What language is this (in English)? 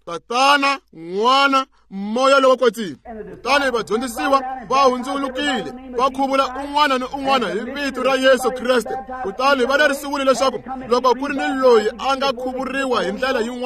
Tsonga